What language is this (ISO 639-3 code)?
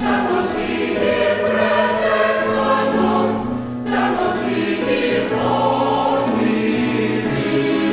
cym